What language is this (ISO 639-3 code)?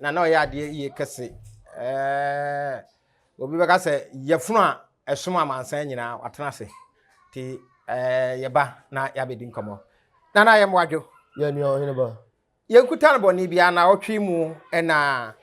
aka